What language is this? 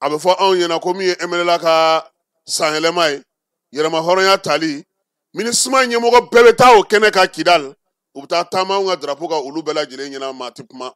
Bambara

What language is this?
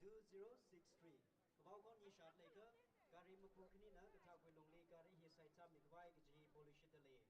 Tangkhul Naga (India)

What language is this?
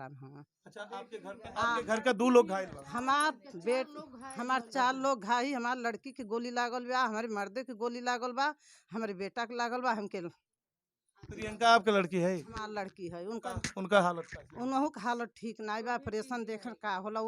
Bhojpuri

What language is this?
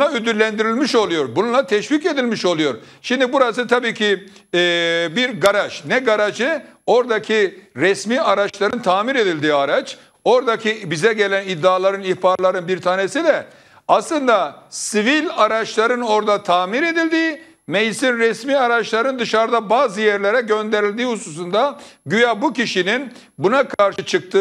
Turkish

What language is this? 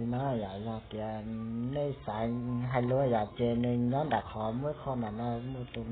Hmong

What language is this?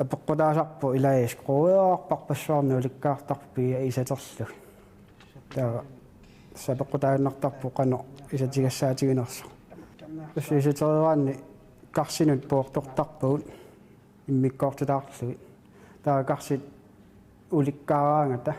Kalaallisut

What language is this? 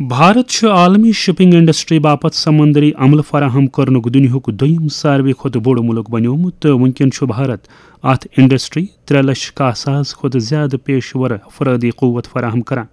Kashmiri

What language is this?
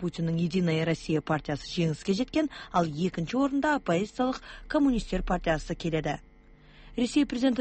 Kazakh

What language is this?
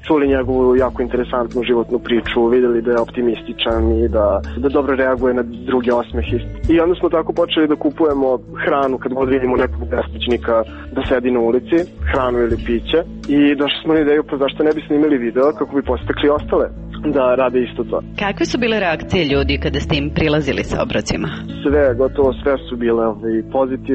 Serbian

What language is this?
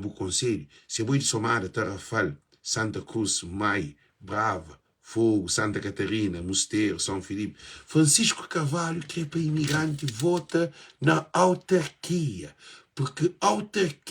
Kabuverdianu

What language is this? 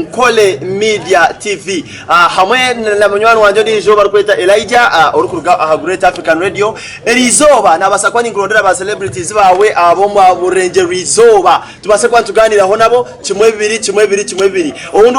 Nyankole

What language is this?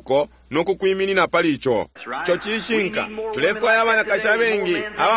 Bemba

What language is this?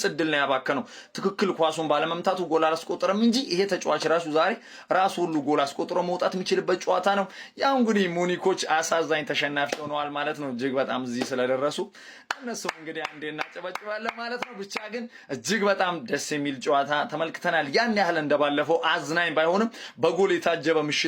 Amharic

